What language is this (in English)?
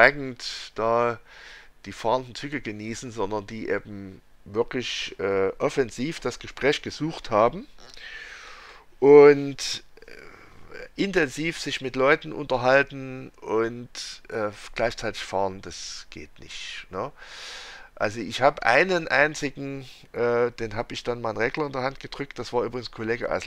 German